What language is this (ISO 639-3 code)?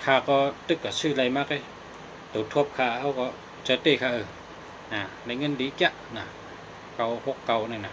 shn